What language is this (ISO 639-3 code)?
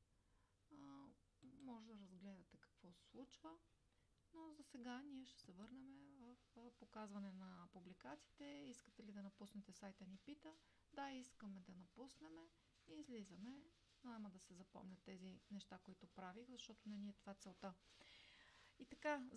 bul